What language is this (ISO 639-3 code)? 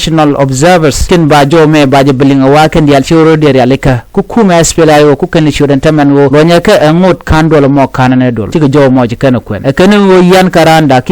nus